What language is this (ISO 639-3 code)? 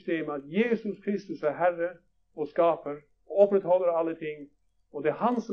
nor